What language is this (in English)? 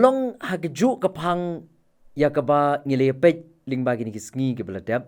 Khasi